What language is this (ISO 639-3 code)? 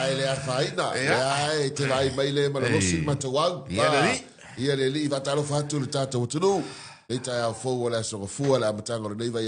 smo